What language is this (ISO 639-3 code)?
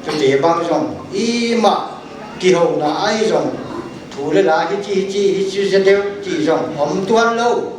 pck